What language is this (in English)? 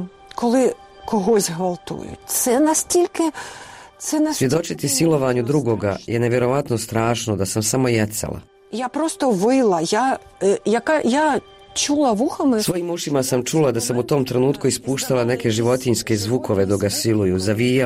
Bosnian